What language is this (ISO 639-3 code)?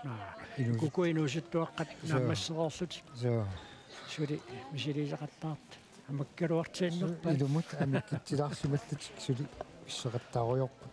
kal